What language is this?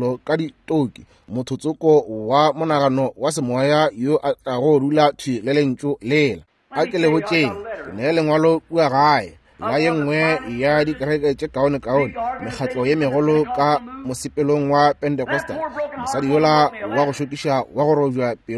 Northern Sotho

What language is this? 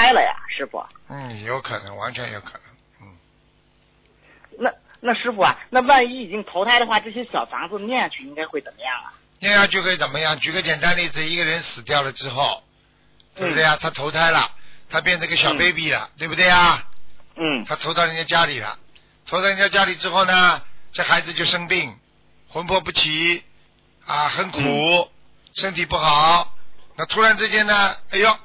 Chinese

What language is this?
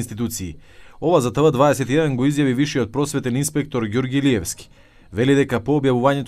Macedonian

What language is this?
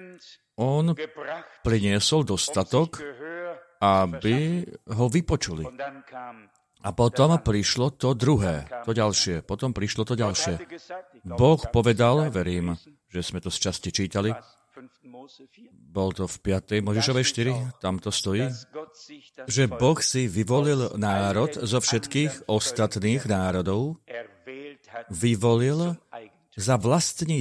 Slovak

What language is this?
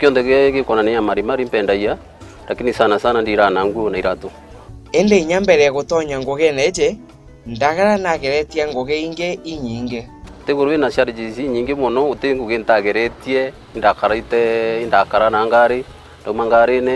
Meru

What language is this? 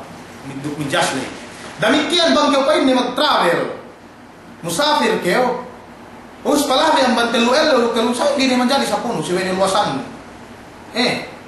Yakan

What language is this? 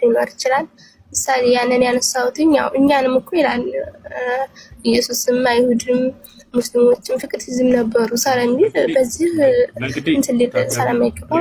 Amharic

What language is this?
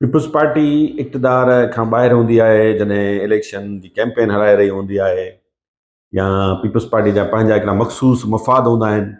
Sindhi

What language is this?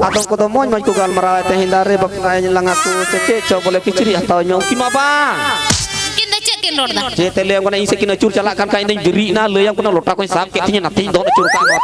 Santali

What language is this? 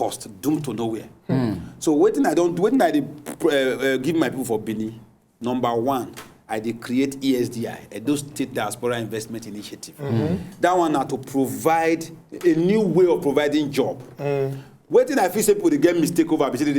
Nigerian Pidgin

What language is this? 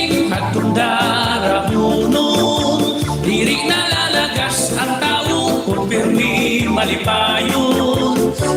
Waray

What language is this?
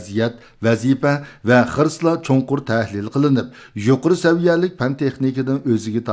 Uyghur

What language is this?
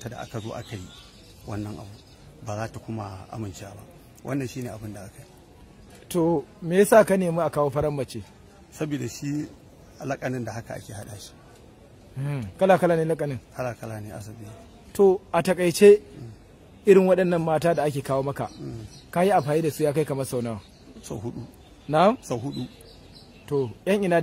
Hausa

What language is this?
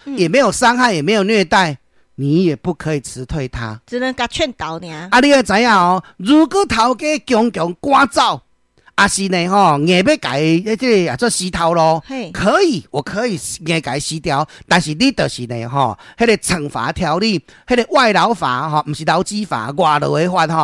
Min Nan Chinese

